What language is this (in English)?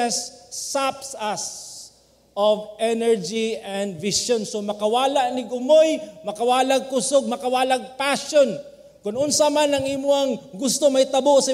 Cebuano